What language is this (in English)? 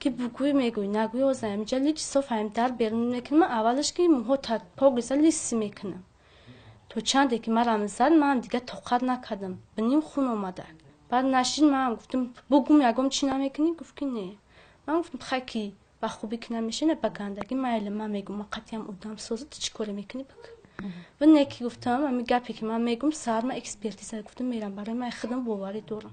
Tajik